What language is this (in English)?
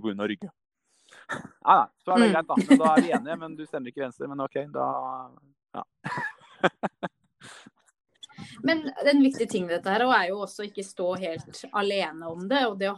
Norwegian